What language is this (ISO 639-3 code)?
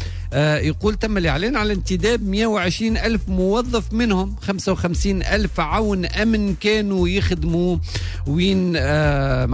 aeb